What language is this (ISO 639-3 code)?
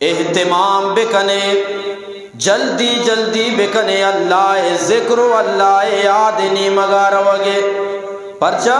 bgp